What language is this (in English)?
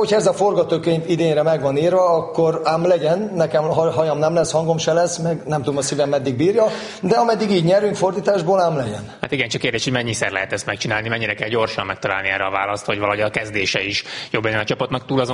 Hungarian